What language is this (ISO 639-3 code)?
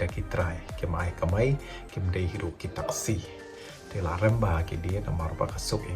kha